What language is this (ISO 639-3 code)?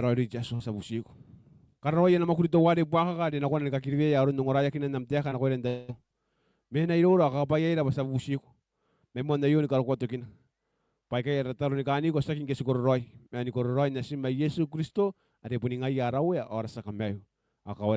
gil